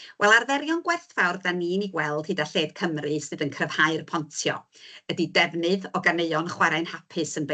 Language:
Welsh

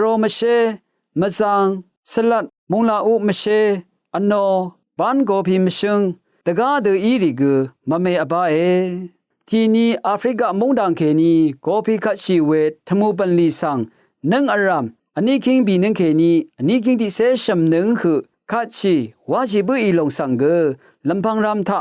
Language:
Rawang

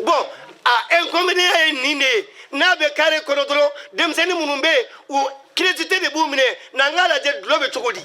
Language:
Bambara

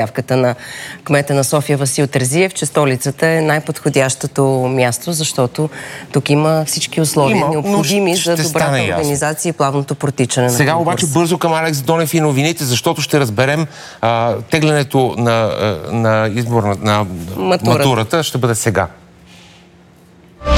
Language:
Bulgarian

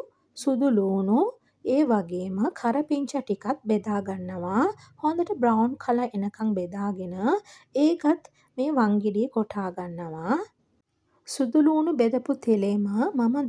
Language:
Sinhala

